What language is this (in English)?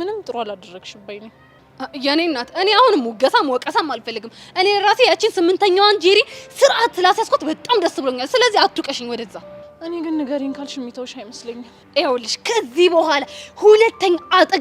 Amharic